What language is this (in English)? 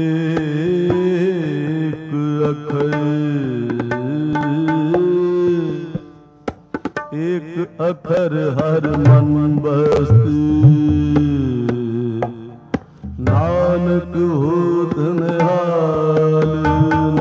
Punjabi